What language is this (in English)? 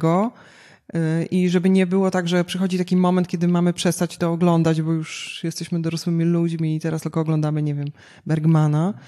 Polish